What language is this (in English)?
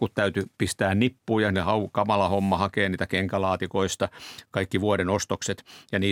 Finnish